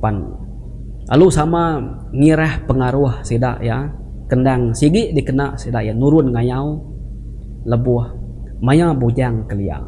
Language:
Iban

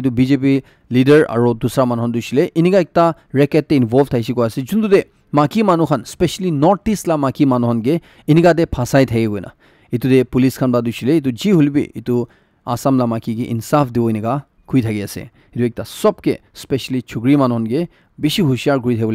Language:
Naga Pidgin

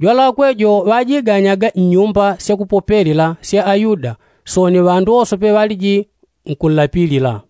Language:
Yao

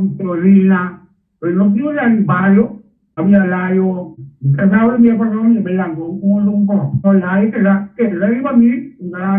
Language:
Papiamento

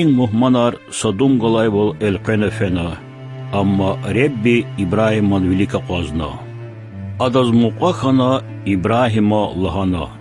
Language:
Lezghian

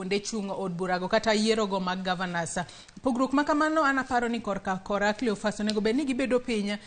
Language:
Luo (Kenya and Tanzania)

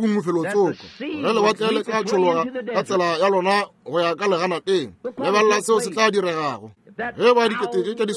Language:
Northern Sotho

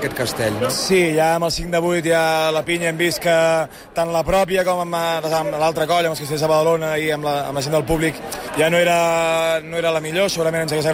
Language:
Catalan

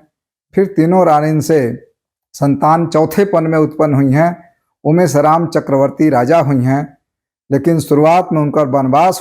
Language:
Bhojpuri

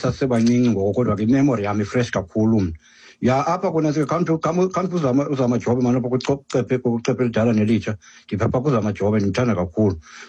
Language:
Xhosa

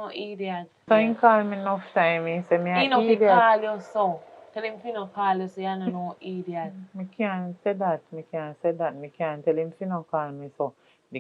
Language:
Jamaican Creole English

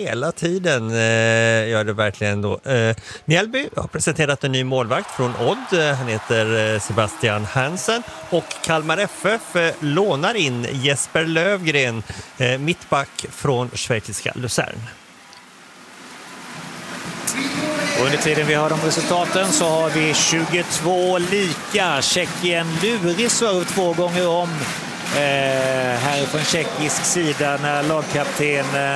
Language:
Swedish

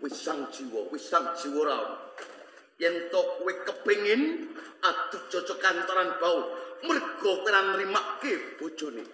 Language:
Javanese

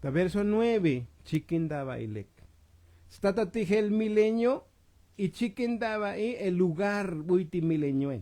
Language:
Tzotzil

